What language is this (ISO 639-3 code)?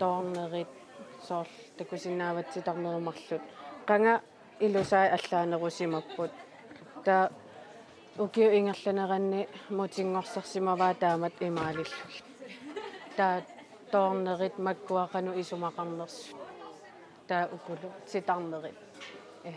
kal